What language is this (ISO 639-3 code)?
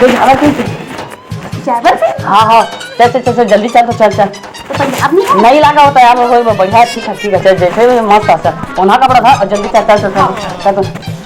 hne